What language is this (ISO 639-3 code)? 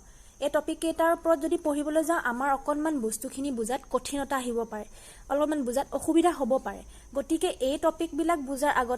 asm